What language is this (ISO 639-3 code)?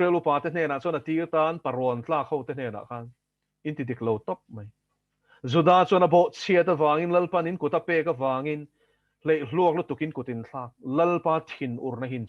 lus